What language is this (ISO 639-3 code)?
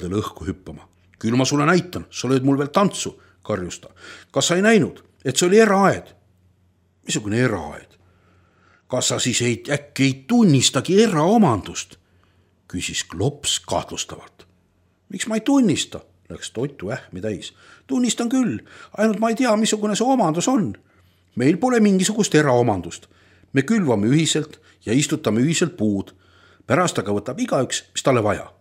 est